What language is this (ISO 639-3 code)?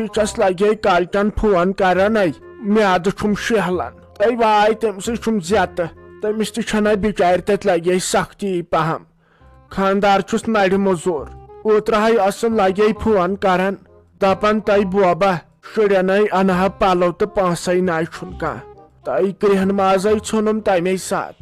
kas